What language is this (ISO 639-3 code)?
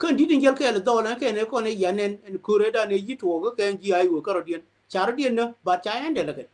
nus